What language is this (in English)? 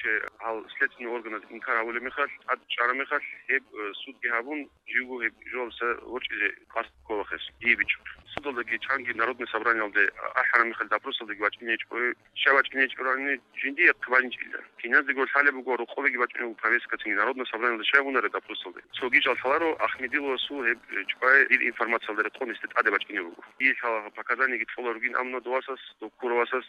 Avaric